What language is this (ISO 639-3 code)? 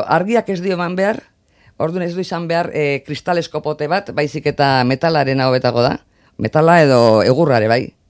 eus